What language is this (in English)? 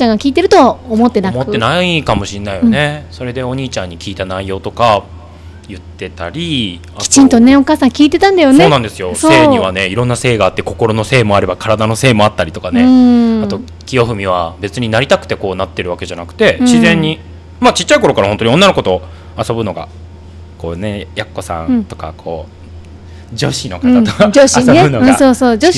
Japanese